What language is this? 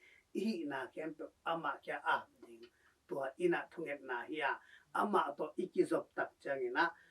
Tedim Chin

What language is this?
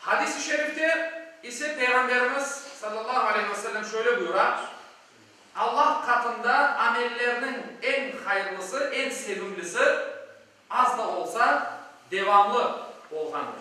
Crimean Tatar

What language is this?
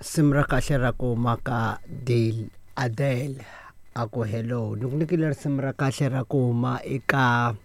Tsonga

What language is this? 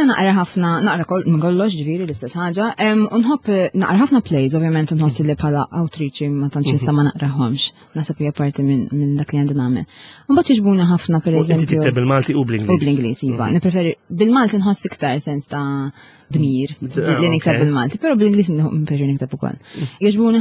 Maltese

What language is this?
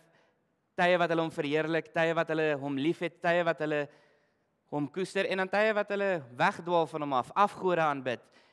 Afrikaans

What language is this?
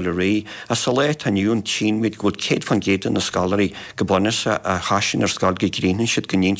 Irish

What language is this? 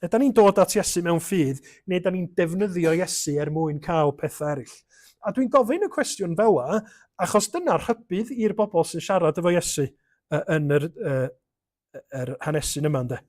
Welsh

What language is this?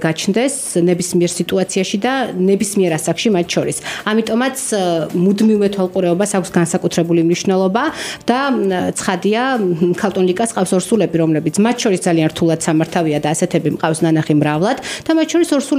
Georgian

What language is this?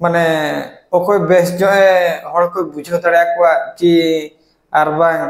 Santali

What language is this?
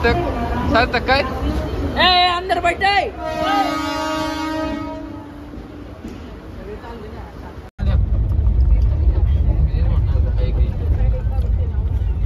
Marathi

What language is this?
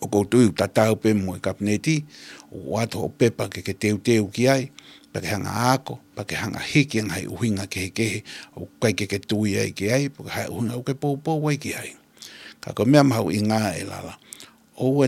Tongan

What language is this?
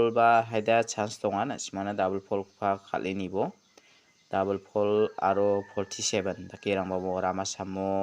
Garo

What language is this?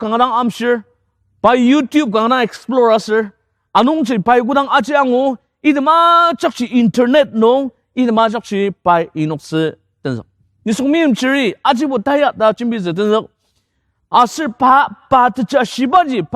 Ao Naga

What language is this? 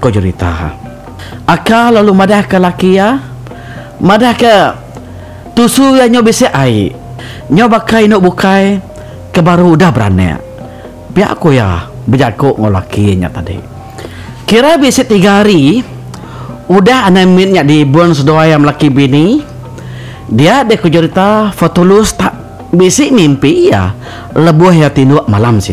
Iban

